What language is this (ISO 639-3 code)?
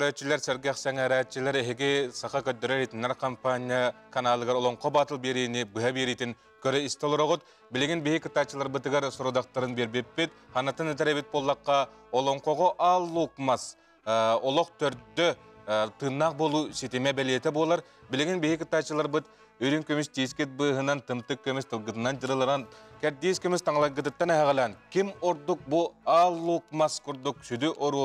sah